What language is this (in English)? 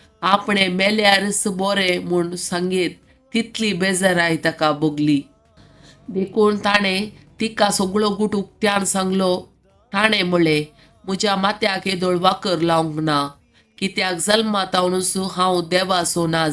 Konkani